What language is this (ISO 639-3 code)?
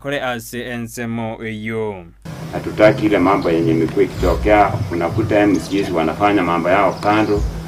guz